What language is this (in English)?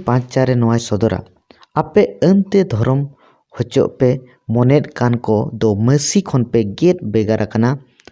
Santali